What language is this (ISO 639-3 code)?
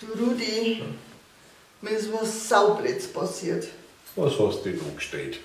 bar